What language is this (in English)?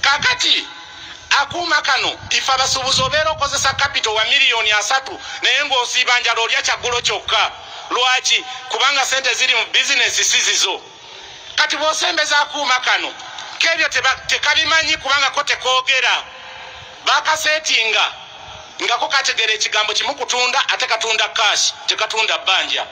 Ganda